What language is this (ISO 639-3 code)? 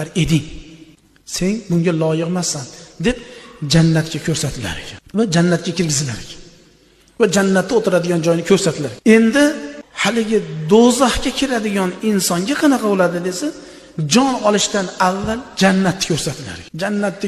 uzb